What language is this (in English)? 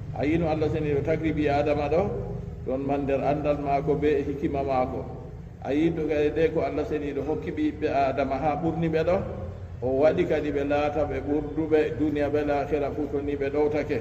Fula